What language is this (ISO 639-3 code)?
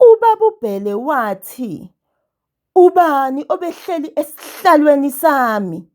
zul